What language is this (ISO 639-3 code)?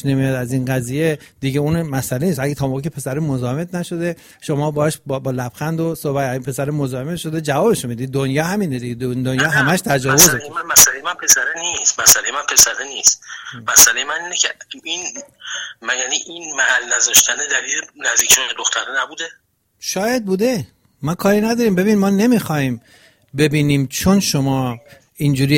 fas